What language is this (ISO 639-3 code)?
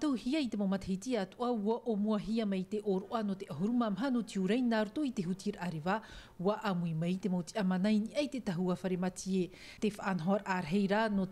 tah